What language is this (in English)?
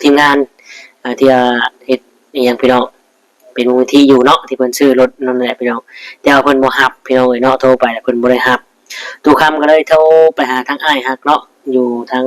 Northeastern Thai